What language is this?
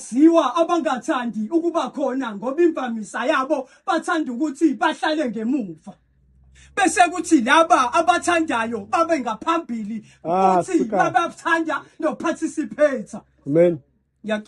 Zulu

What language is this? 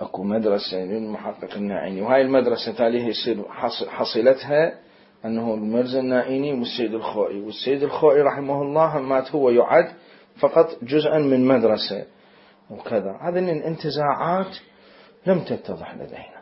Mesopotamian Arabic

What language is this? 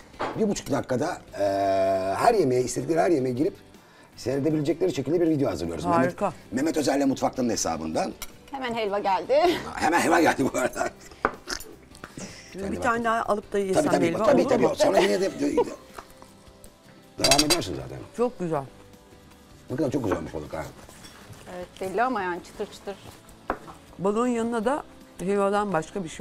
Turkish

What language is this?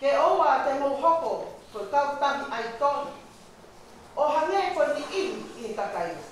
Tongan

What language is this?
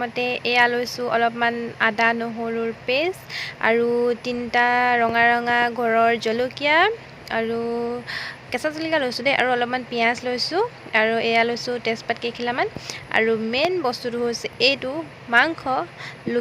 Assamese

